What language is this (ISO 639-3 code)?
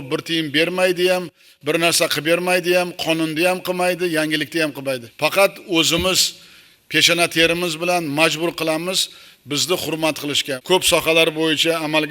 uzb